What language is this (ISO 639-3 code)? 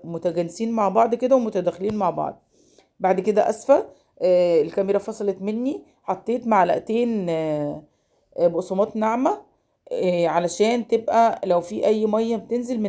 arz